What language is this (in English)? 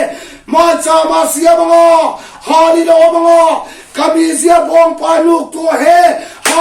Mizo